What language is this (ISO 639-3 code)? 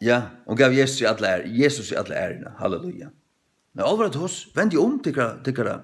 fao